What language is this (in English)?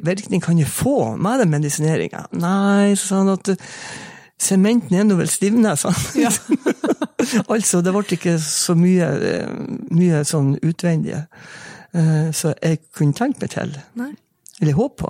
Norwegian